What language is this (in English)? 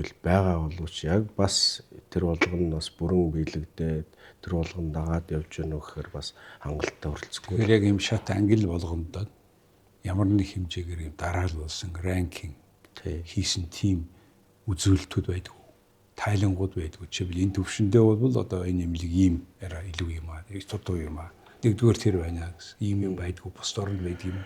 Mongolian